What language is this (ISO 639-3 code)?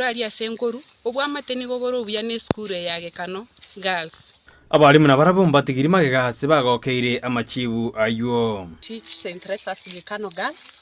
guz